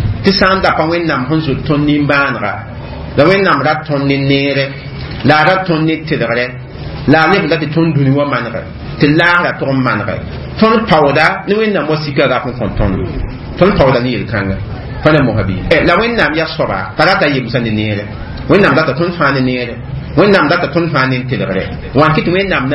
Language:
Mossi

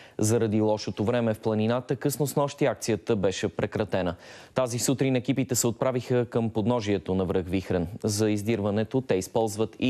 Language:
Bulgarian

